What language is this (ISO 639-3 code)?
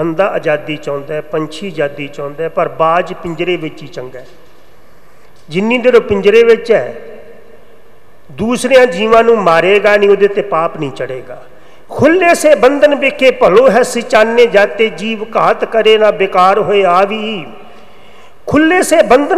pan